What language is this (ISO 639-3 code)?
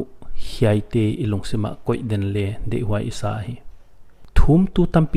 pck